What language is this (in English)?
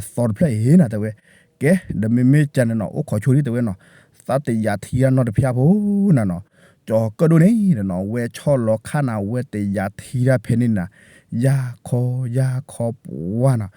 S'gaw Karen